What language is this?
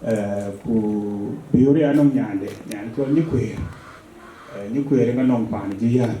Dinka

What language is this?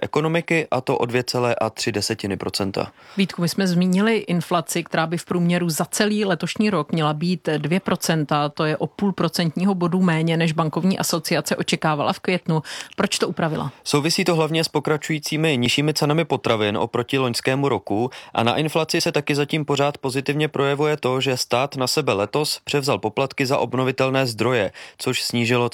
Czech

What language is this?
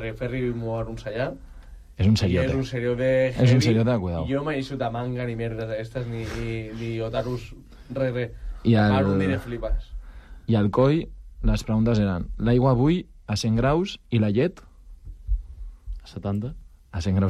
Catalan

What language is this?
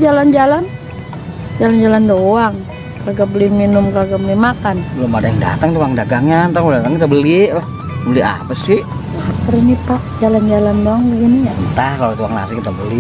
Betawi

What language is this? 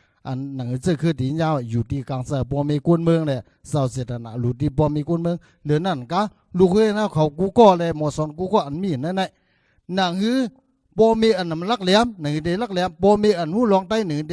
Shan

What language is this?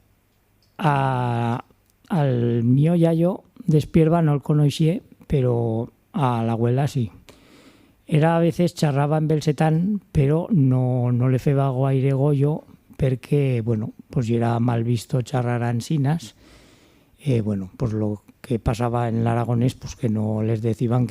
Aragonese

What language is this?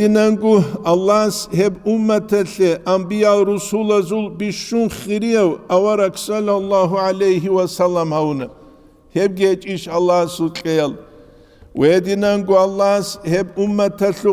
Avaric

